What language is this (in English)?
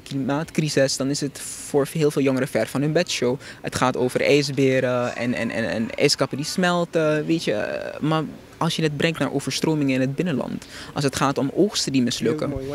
Dutch